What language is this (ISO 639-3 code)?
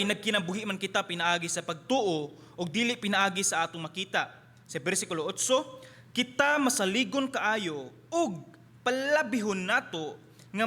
ceb